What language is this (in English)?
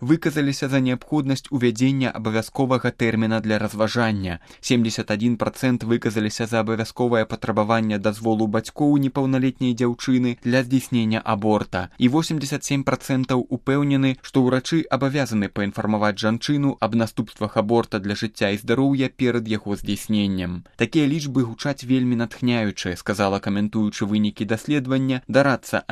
Belarusian